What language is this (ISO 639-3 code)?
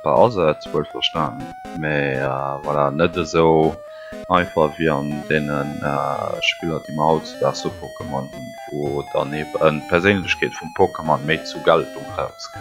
ltz